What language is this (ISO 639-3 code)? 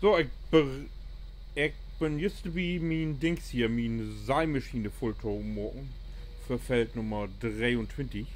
nds